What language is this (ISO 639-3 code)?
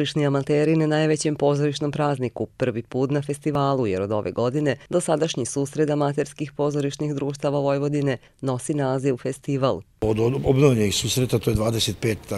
srp